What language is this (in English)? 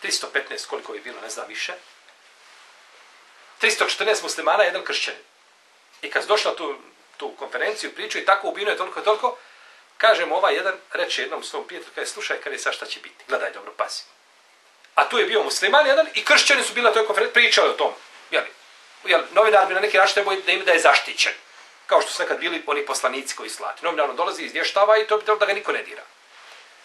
Bosnian